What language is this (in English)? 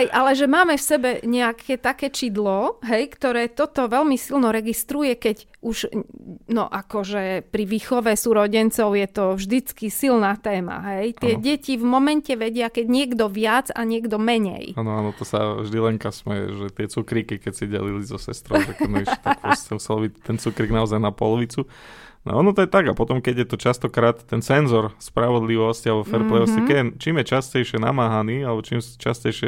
Slovak